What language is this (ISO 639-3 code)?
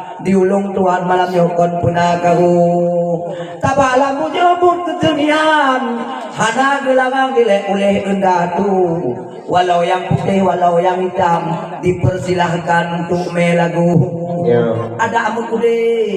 ace